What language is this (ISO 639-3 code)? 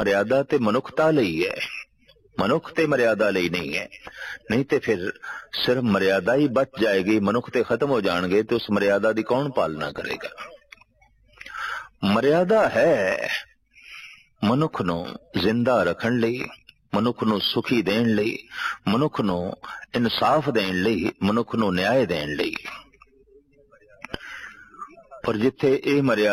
pan